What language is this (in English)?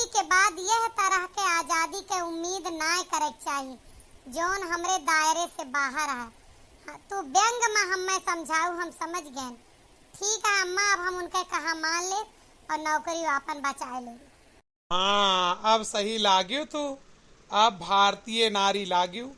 Awadhi